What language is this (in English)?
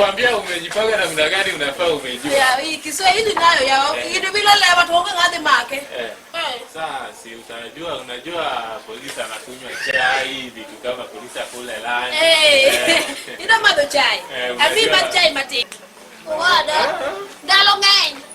Luo (Kenya and Tanzania)